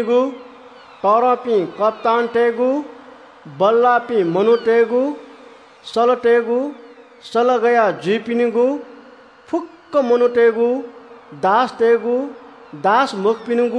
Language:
Newari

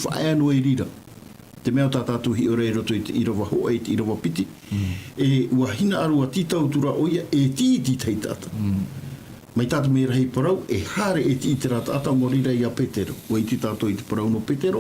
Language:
Tahitian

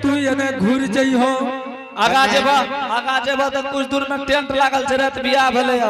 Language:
Angika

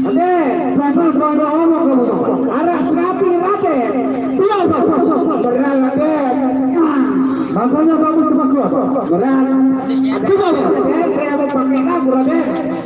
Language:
Sasak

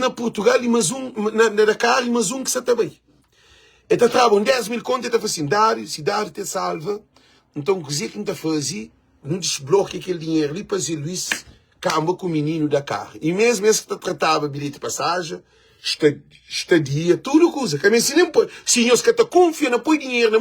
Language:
Kabuverdianu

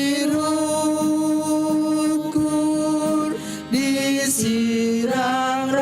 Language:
Batak Karo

